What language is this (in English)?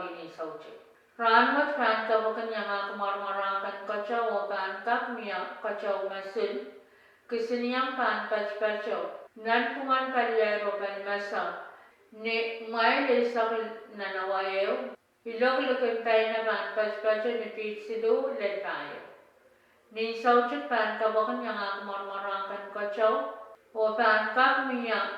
Pohnpeian